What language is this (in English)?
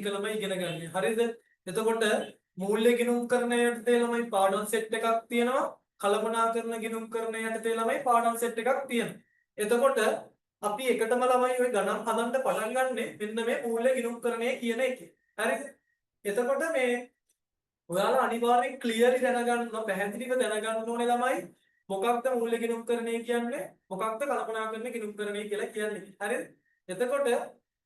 Sinhala